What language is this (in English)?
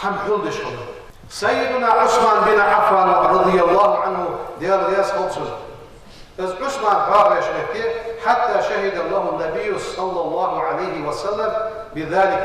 Ingush